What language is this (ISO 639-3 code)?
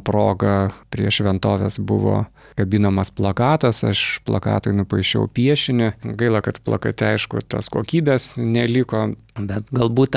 lit